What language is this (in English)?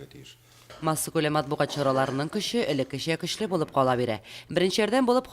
Tatar